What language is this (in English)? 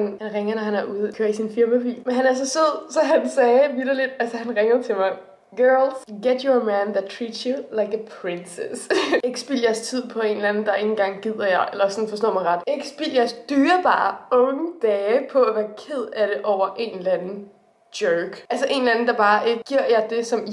Danish